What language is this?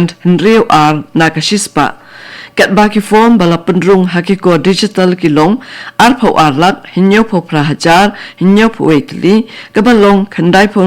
Khasi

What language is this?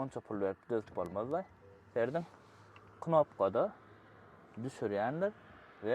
Turkmen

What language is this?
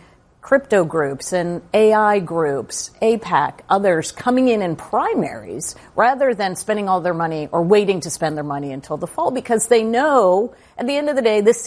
English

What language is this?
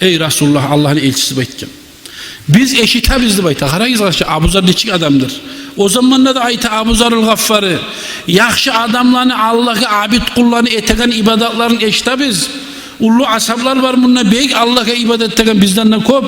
Kumyk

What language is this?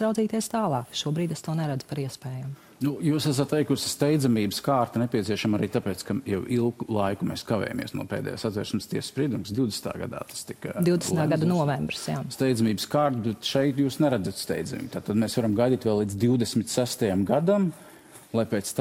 Latvian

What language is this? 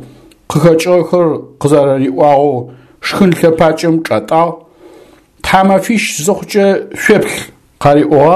Adyghe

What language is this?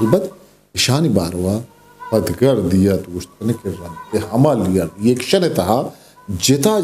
Eastern Balochi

